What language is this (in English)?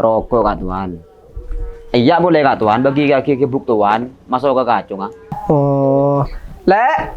Madurese